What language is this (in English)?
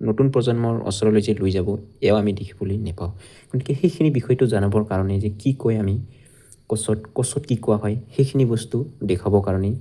Assamese